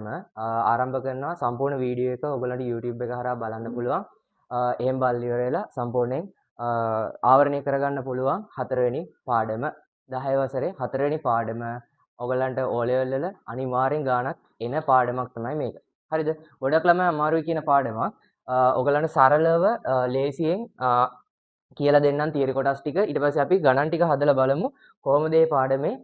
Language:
Sinhala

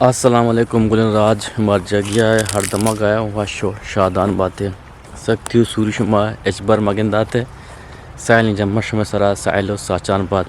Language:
Eastern Balochi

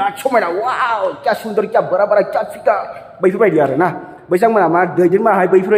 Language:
Bodo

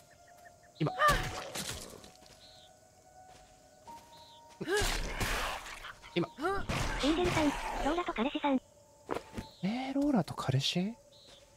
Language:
Japanese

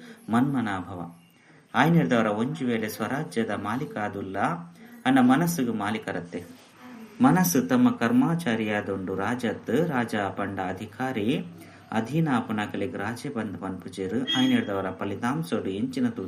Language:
Tulu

